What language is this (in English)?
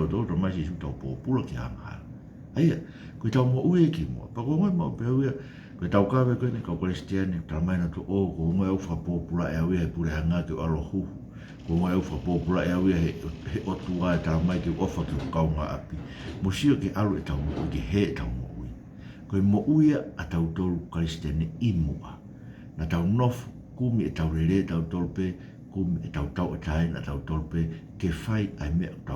Tongan